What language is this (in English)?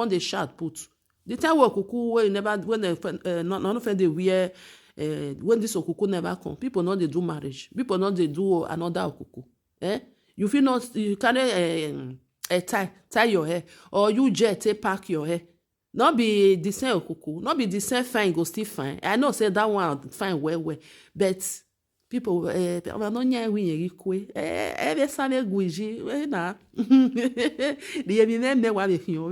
Nigerian Pidgin